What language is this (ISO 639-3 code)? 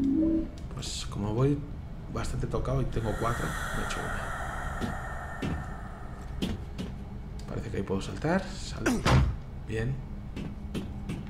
spa